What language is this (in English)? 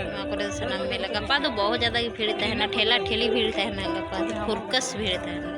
Santali